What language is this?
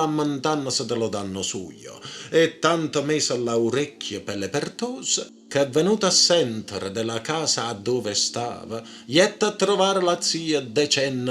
Neapolitan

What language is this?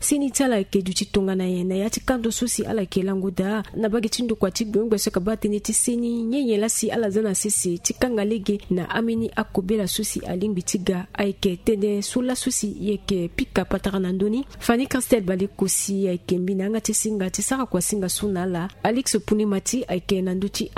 Sango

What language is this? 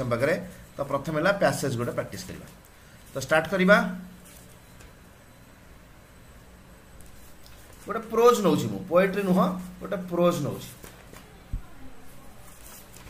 Odia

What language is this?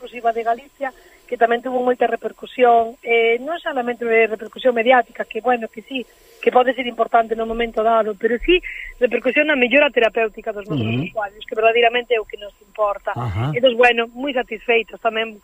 Galician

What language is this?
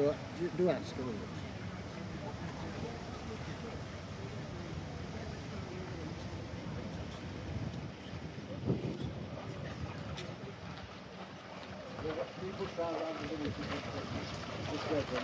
English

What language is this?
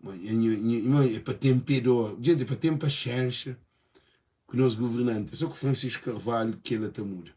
Kabuverdianu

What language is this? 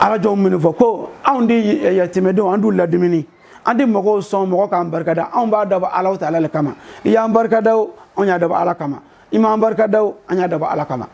Bambara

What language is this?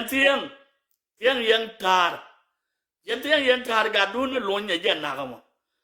Nuer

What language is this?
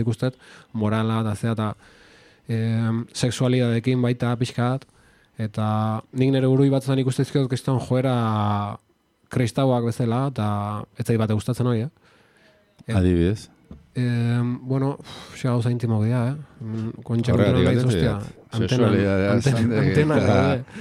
Basque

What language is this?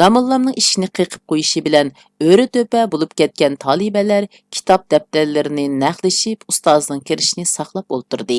Uyghur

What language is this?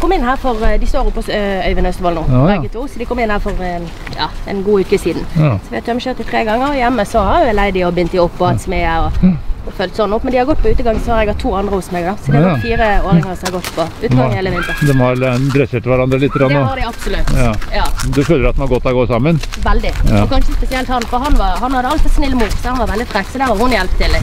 Norwegian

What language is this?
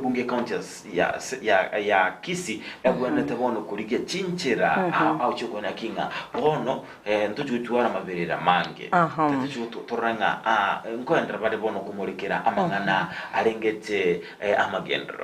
Gusii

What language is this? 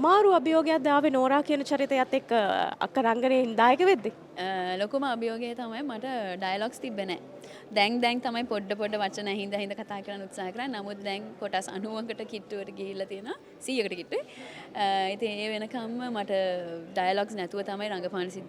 Sinhala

